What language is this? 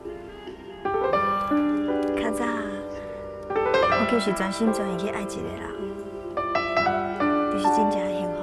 Min Nan Chinese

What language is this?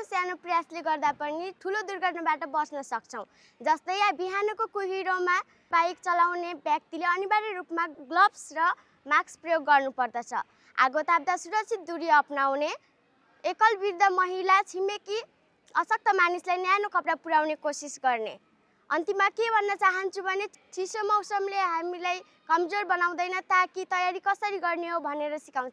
Nepali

